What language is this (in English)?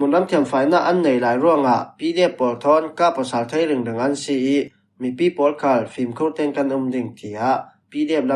Falam Chin